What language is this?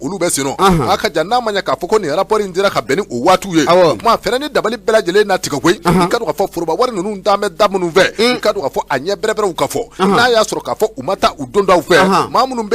Bambara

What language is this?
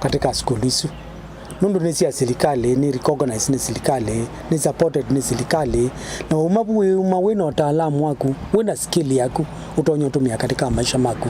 Kamba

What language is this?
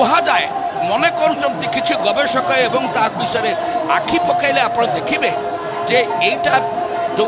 Odia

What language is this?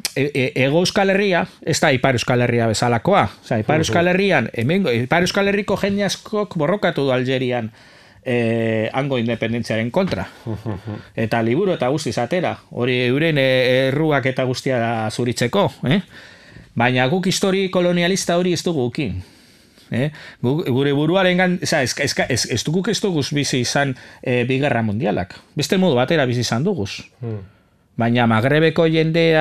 Basque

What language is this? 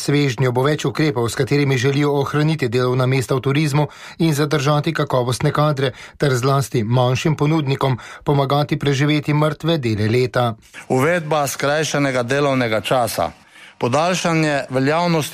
Slovenian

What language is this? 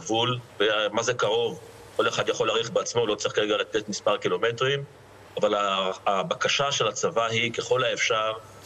Hebrew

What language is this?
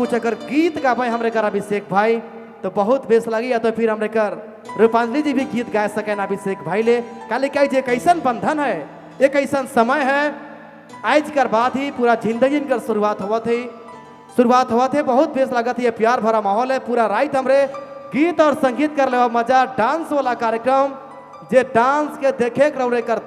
Sadri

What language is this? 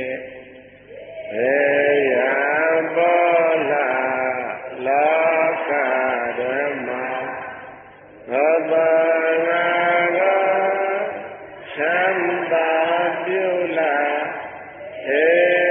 Burmese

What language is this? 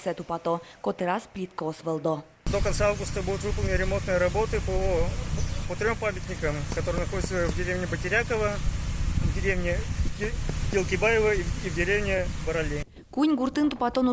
Udmurt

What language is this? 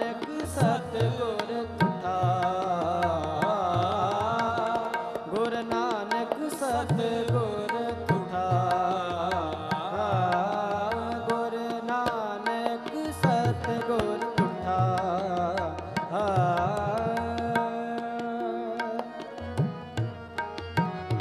Punjabi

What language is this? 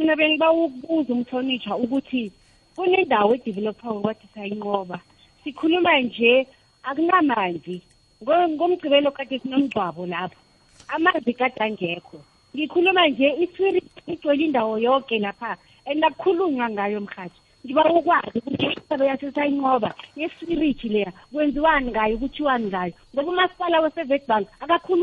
South Ndebele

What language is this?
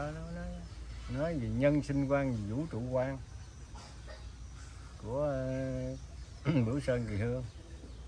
Vietnamese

